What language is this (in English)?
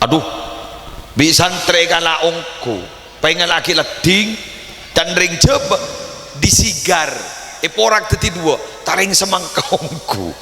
Madurese